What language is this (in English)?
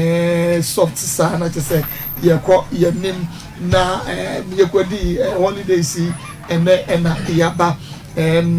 Akan